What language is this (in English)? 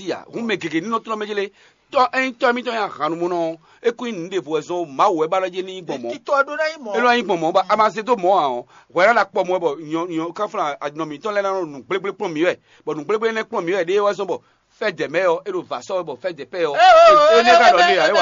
Fon